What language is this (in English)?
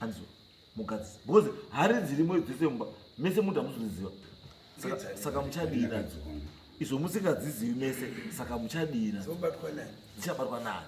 Shona